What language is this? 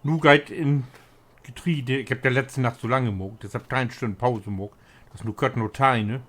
Low German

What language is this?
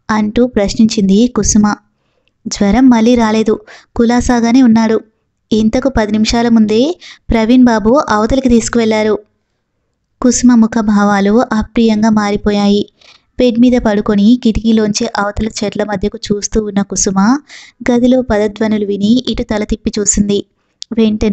Telugu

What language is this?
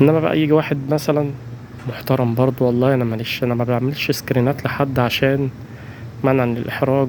Egyptian Arabic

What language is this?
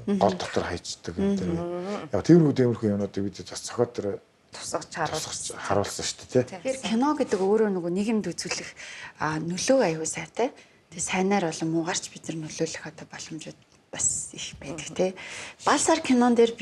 Mongolian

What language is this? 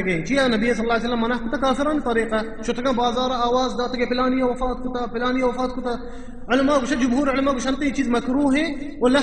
Baluchi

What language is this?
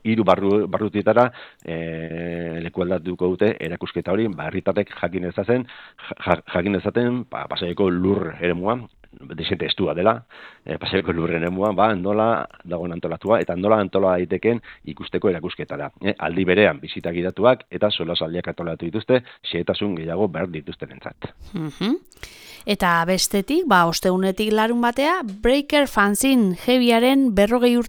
Basque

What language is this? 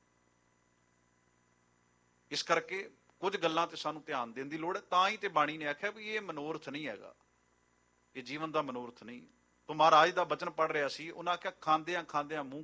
Punjabi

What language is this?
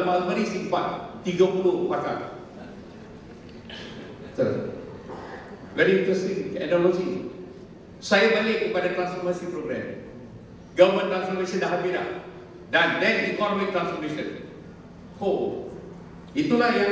Malay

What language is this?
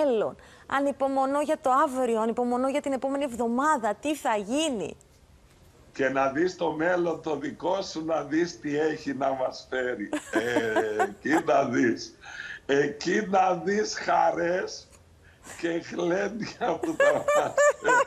Greek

